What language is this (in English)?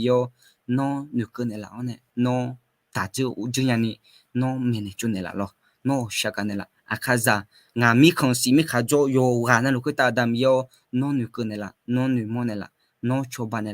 Akha